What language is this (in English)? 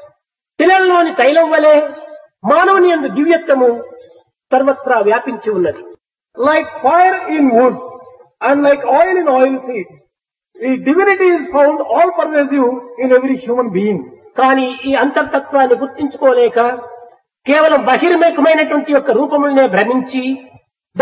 Telugu